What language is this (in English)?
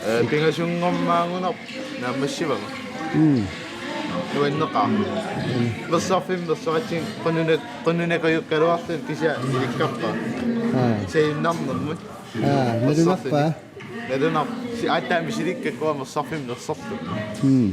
Kalaallisut